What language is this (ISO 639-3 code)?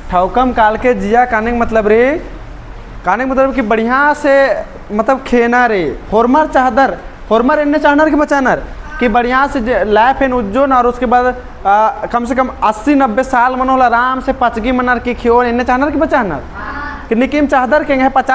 kru